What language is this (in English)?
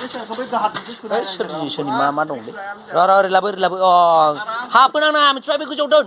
Bodo